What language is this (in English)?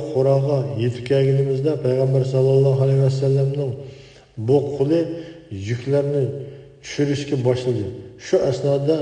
Uyghur